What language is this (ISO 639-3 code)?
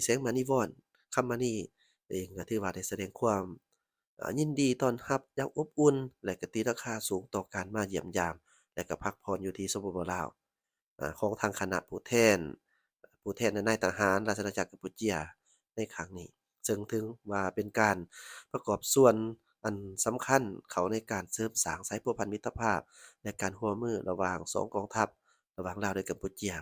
lao